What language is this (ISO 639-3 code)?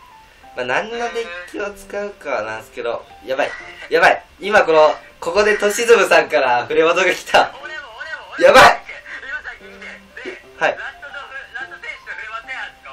jpn